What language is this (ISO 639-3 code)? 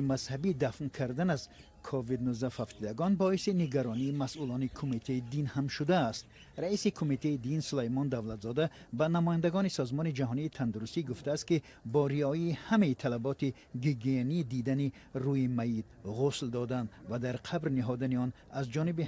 tgk